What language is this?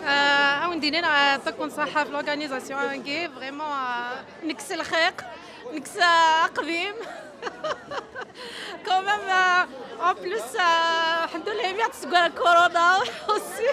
Kabyle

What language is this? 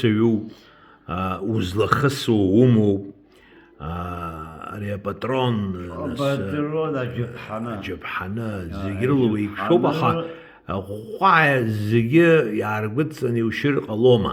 Abkhazian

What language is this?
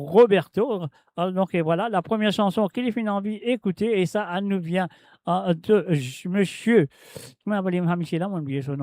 Morisyen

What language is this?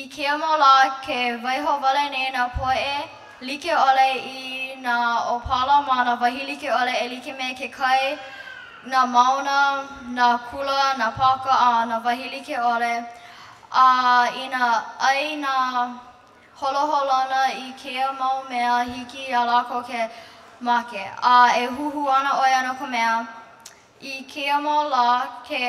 Hawaiian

